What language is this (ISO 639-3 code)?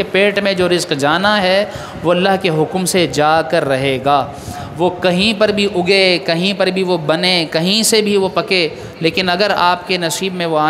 urd